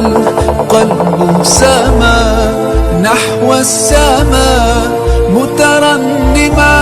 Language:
Dagbani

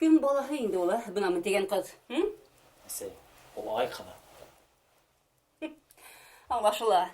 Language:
Bashkir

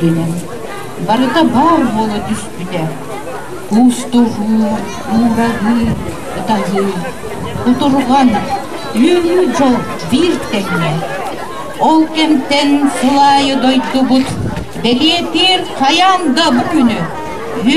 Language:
Yakut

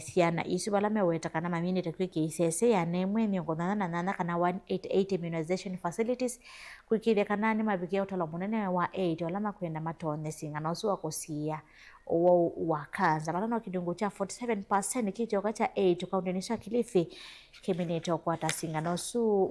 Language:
Kamba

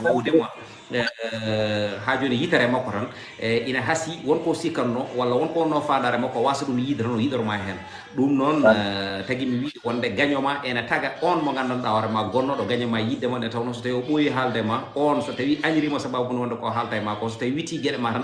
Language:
Fula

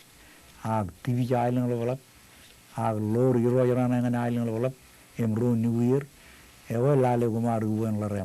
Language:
Marshallese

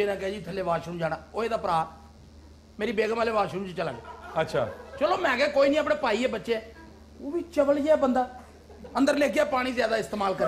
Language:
Punjabi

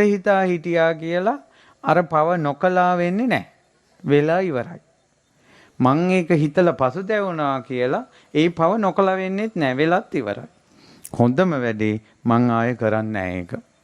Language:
Sinhala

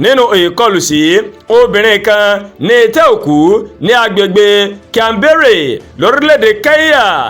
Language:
Yoruba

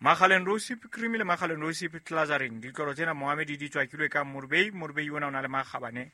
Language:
Southern Sotho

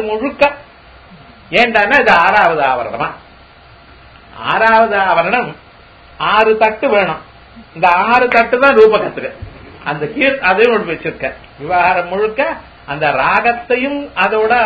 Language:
Tamil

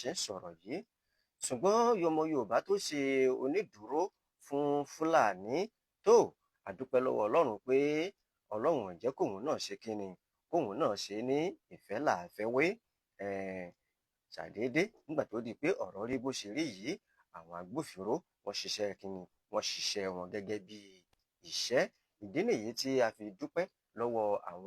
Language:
Yoruba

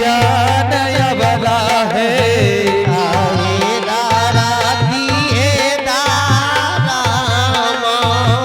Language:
Angika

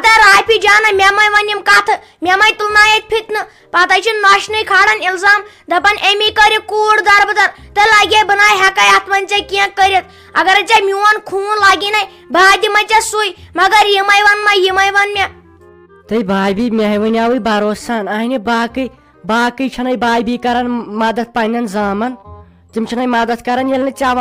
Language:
Kashmiri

